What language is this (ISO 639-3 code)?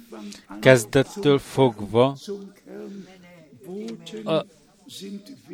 hun